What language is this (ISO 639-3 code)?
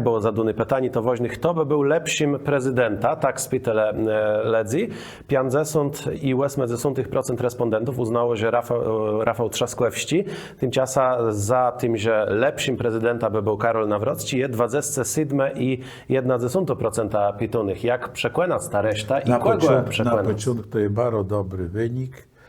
csb